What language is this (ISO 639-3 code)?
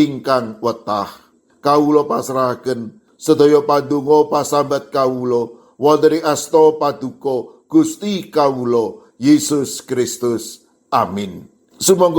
jav